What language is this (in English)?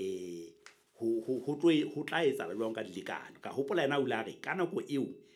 Southern Sotho